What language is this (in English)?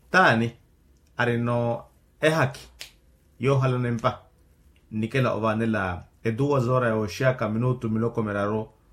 Makhuwa